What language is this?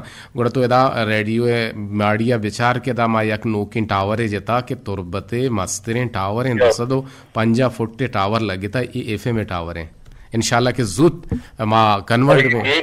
Eastern Balochi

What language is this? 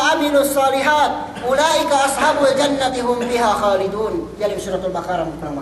Yakan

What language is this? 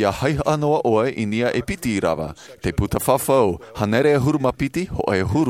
Tahitian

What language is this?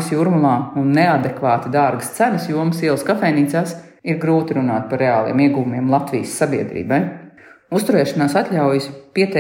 Latvian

